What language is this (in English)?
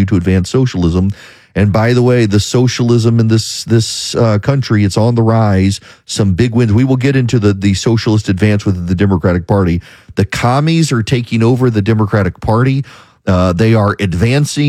English